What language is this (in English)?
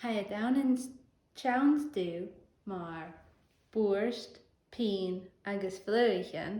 Scottish Gaelic